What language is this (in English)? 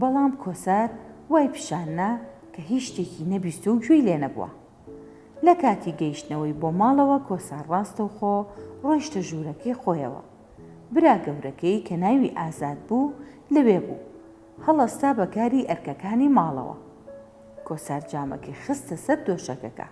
Central Kurdish